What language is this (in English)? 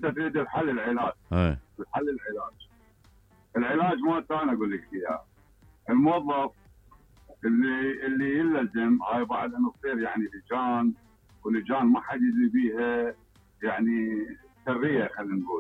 Mesopotamian Arabic